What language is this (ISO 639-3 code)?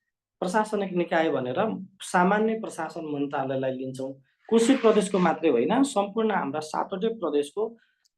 nep